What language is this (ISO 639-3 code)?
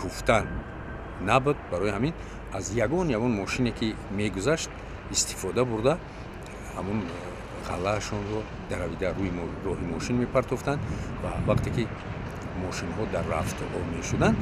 tgk